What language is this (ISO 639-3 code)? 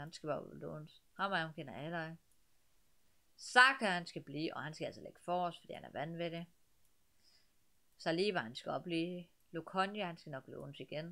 dan